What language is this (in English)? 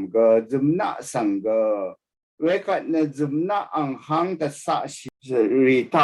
Rawang